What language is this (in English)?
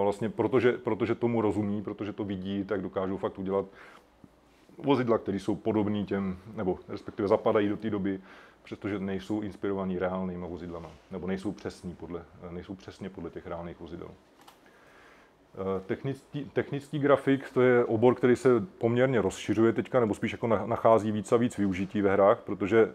Czech